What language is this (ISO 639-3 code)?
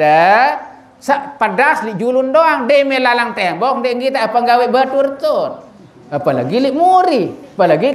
sas